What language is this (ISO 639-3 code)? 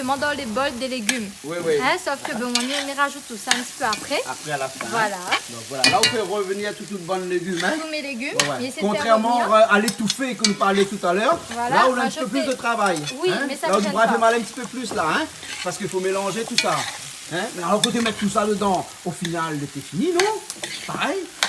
rcf